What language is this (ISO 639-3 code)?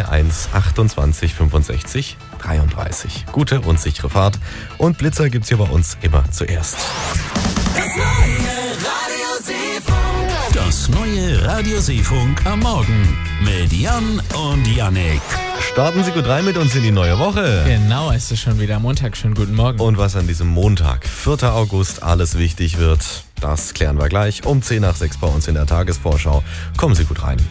deu